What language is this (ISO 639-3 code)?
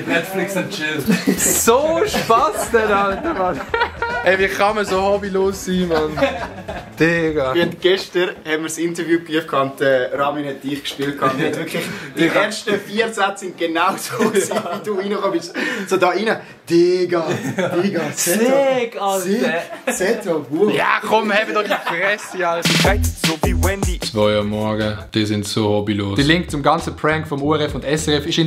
gsw